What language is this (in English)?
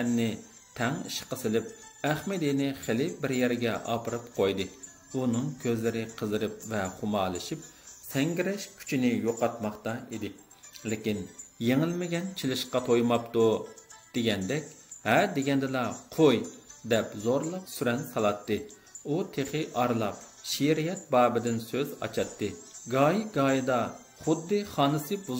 Uyghur